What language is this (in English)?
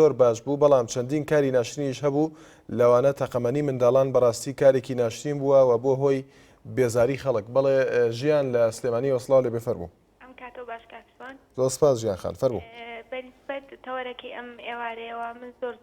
Central Kurdish